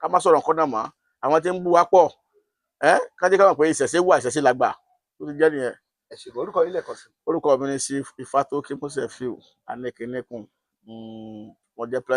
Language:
Yoruba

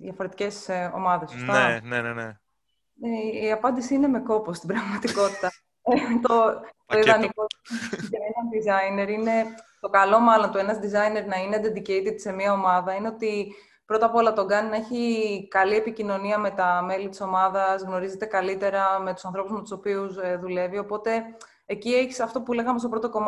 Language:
Greek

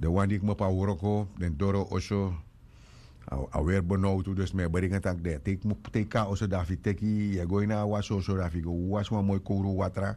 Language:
Sranan Tongo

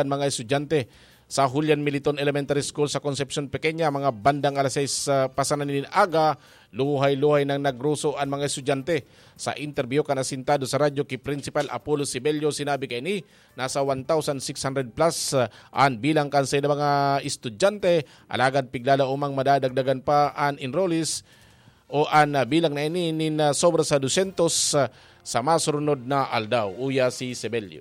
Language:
Bikol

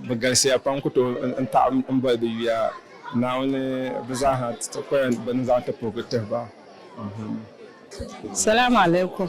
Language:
Dagbani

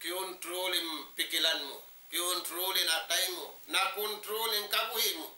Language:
Tausug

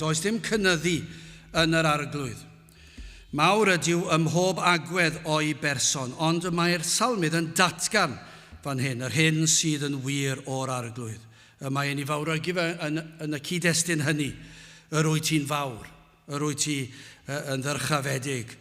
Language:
Welsh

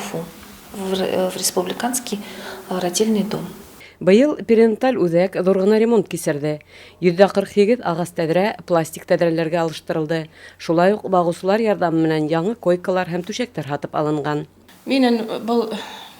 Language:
Bashkir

